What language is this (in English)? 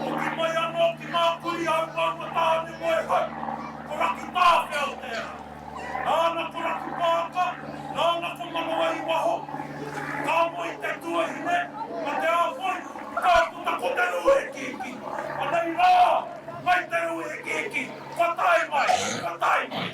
Māori